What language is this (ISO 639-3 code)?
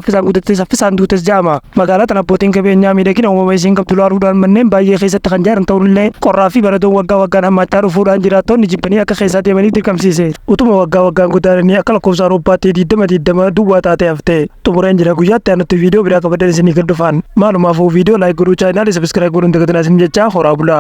orm